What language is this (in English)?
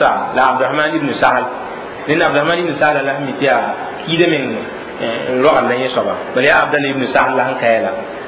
Mossi